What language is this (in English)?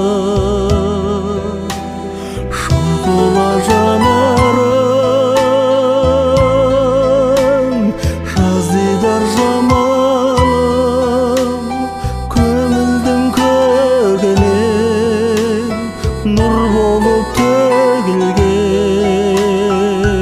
Kazakh